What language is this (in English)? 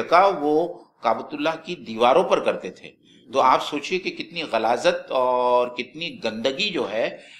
Urdu